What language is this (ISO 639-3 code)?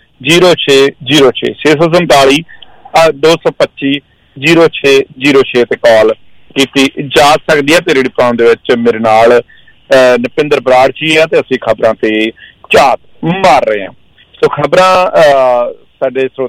pan